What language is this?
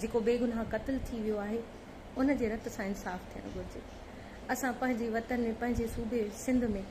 Sindhi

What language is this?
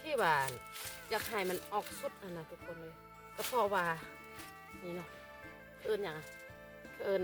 Lao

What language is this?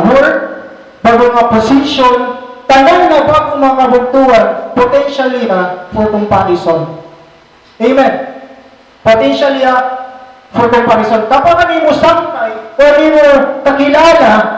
Waray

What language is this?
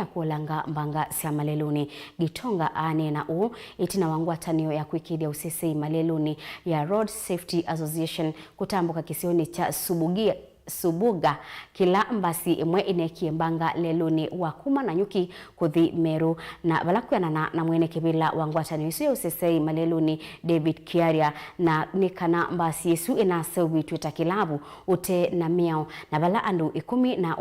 Kamba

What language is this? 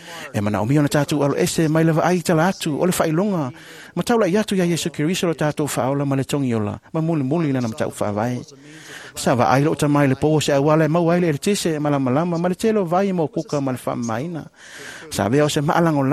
Samoan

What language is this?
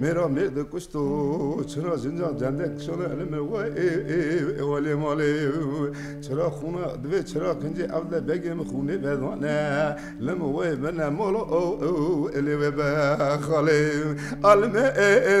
Kurdish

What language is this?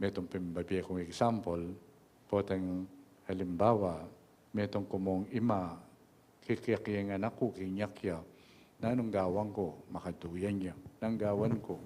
Pampanga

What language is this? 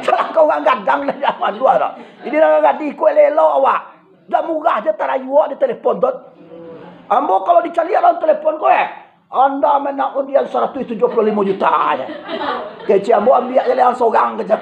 Minangkabau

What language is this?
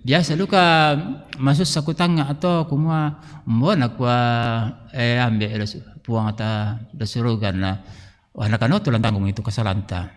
Toraja-Sa'dan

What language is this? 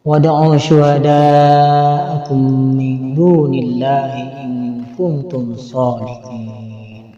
Sundanese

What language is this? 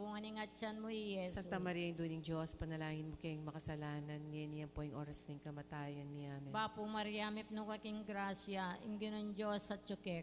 Pampanga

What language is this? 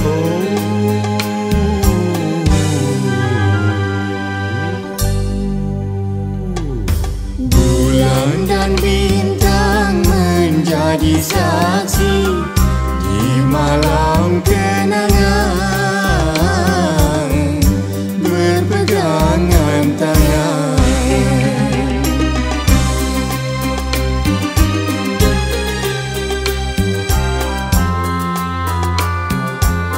Malay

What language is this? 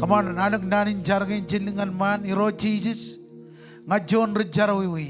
Marshallese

